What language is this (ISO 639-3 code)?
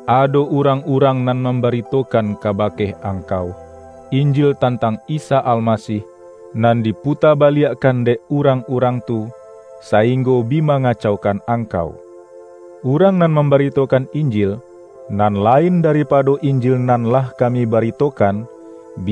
min